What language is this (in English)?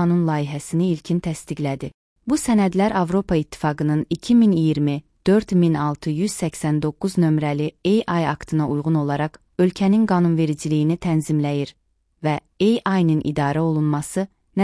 Azerbaijani